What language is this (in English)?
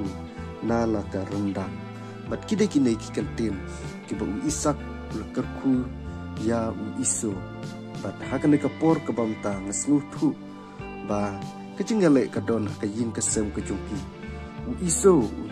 Khasi